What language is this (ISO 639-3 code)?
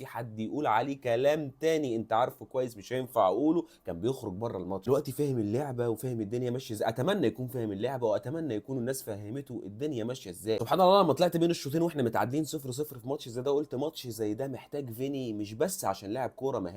arz